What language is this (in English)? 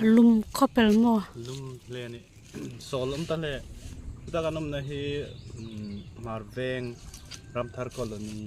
Hmar